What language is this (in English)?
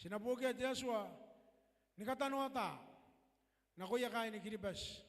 Gilbertese